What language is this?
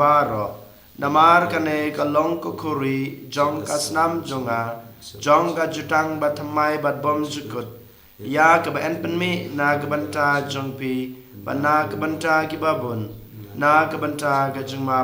Khasi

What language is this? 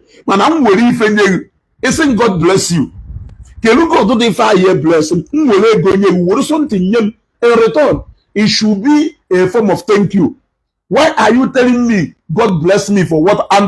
Igbo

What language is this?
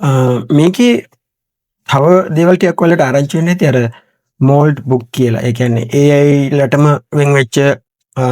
Sinhala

